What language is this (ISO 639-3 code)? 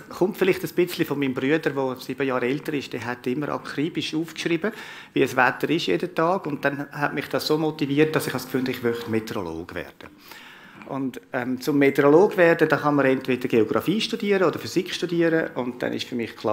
gsw